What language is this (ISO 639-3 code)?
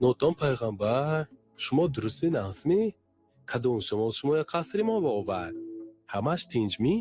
tgk